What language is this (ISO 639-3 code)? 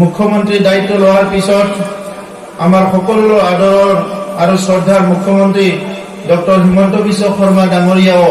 asm